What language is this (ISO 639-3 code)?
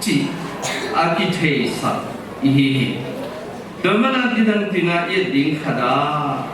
ctd